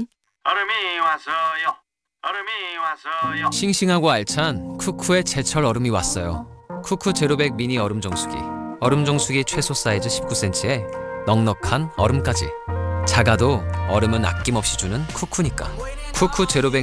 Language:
Korean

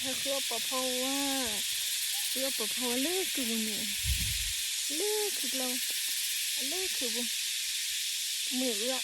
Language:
S'gaw Karen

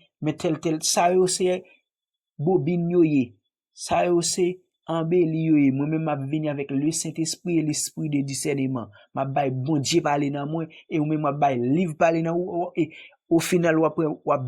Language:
Haitian Creole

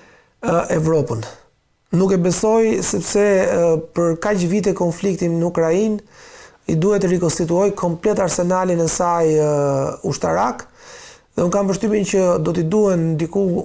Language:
Albanian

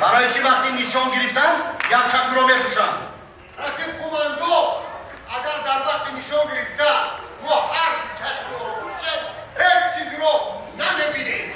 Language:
Tajik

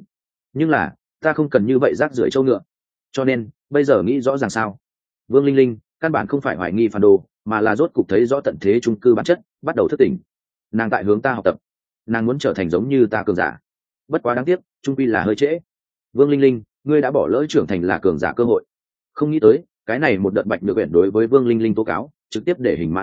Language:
Vietnamese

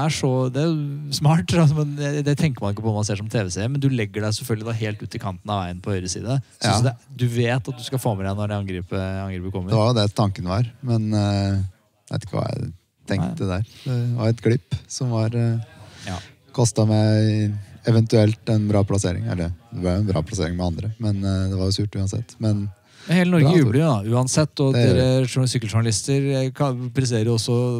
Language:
Norwegian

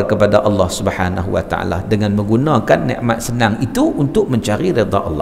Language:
Malay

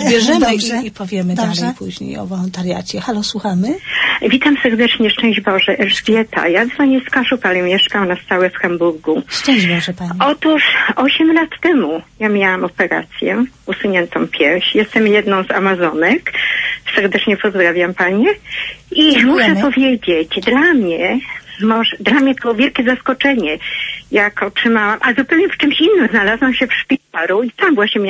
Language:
Polish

